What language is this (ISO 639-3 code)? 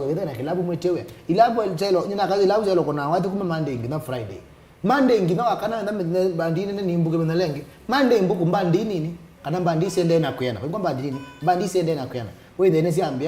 kam